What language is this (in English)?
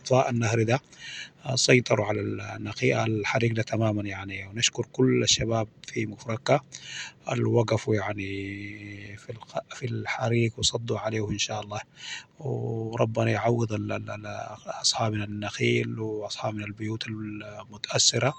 Sudanese Arabic